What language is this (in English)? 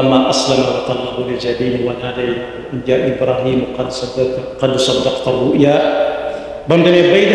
Wolof